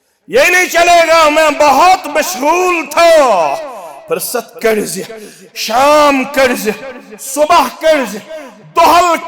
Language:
Kashmiri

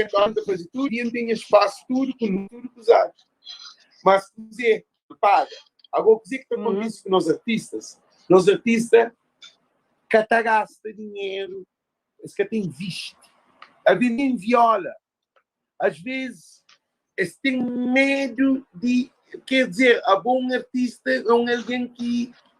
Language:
Kabuverdianu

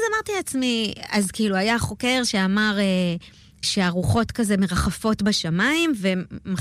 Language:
Hebrew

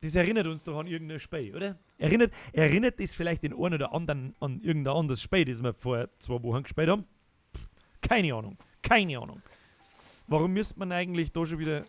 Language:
Bavarian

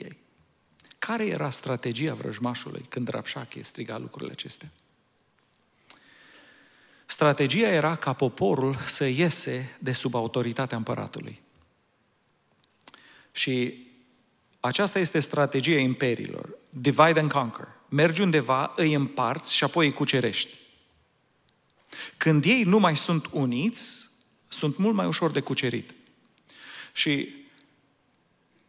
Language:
Romanian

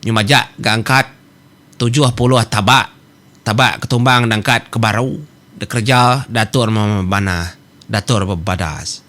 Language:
Iban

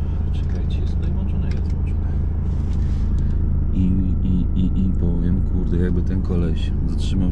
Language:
Polish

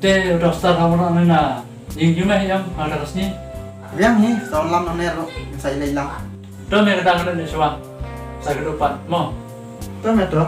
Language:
Khasi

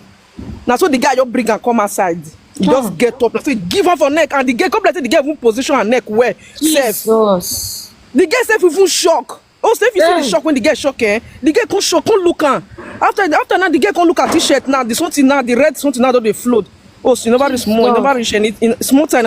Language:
Nigerian Pidgin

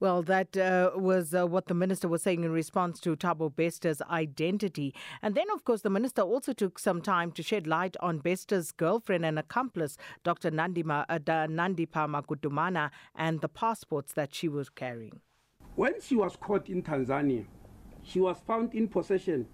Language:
English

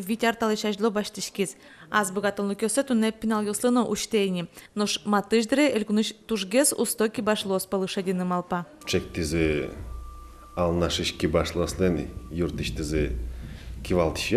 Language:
Udmurt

